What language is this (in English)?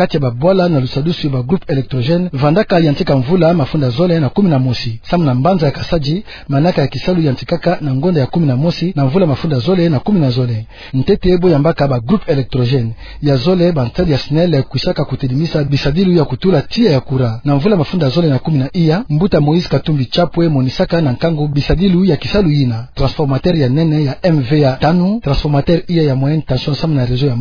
Kituba (Democratic Republic of Congo)